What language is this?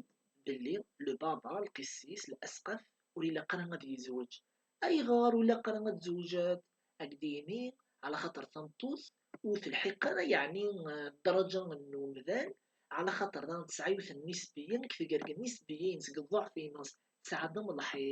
Kabyle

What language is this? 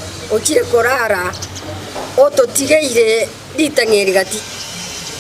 Gusii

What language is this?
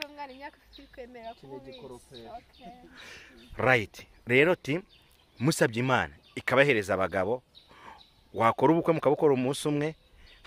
Kinyarwanda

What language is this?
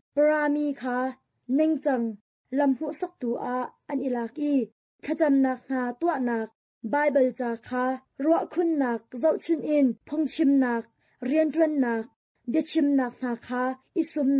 Hakha Chin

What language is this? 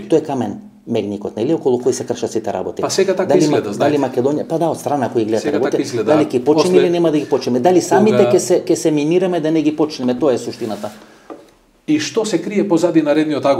Macedonian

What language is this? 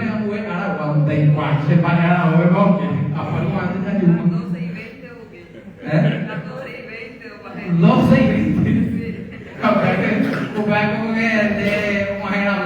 Guarani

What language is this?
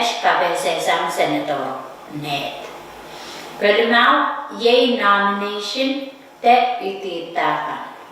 Pohnpeian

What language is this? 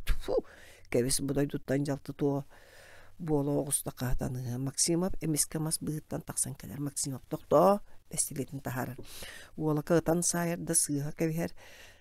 Yakut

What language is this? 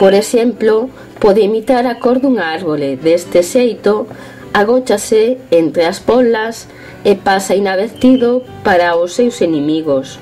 Galician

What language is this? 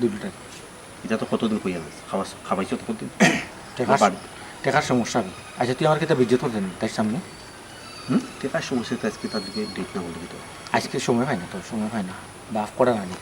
Sylheti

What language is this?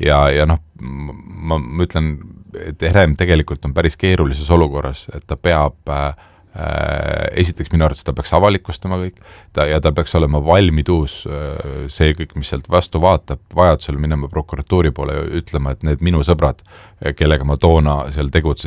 Estonian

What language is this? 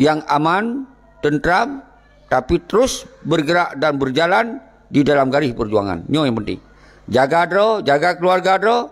Achinese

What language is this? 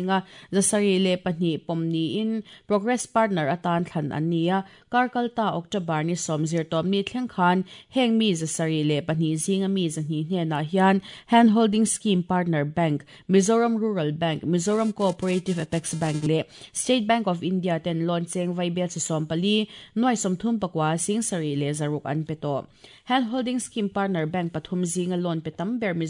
Mizo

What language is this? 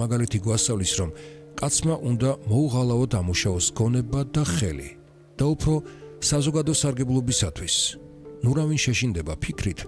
Georgian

